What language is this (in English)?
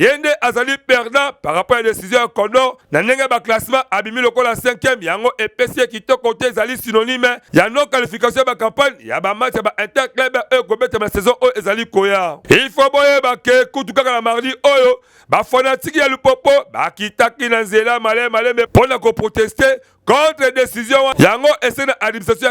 Lingala